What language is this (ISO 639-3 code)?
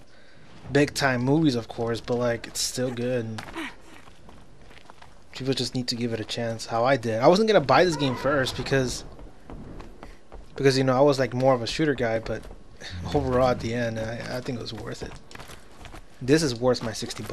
eng